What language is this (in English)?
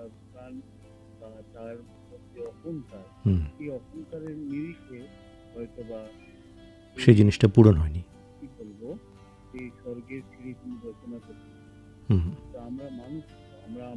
Bangla